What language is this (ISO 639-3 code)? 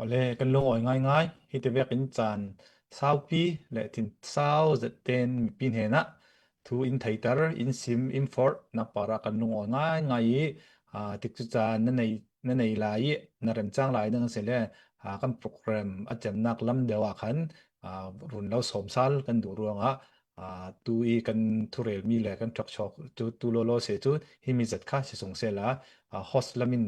cnh